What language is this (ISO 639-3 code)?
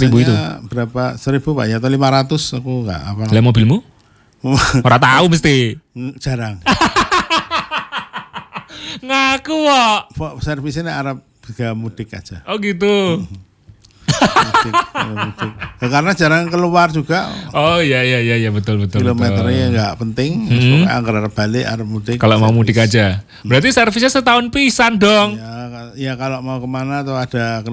ind